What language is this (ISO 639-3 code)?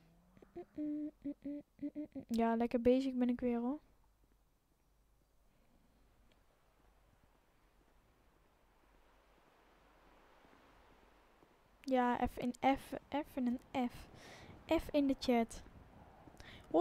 nld